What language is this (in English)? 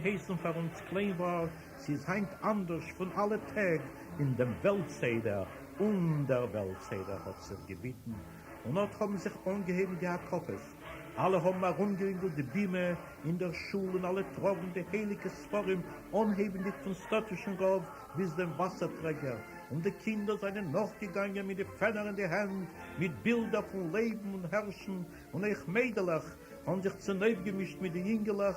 Yiddish